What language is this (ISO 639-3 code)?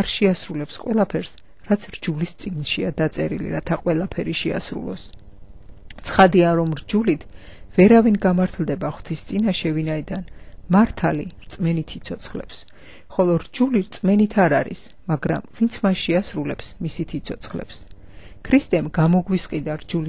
kat